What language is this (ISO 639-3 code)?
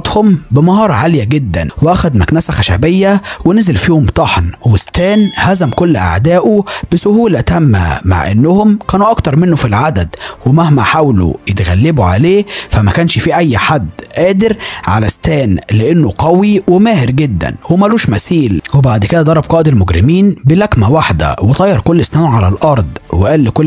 arz